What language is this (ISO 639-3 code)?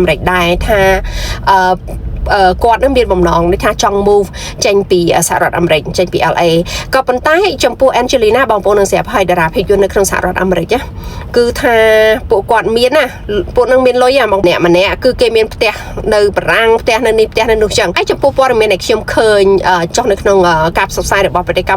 khm